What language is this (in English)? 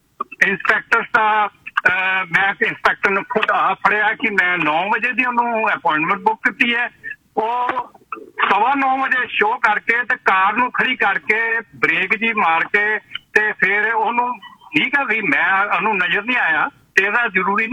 Punjabi